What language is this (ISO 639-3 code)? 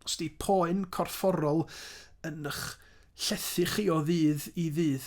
cym